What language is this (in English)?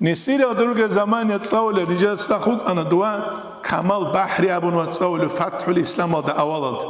Avaric